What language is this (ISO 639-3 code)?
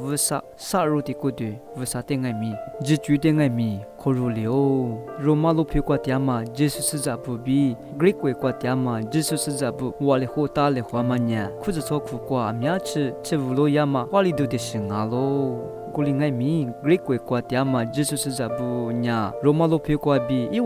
lis